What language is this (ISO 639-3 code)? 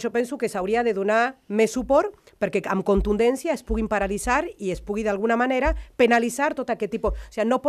cat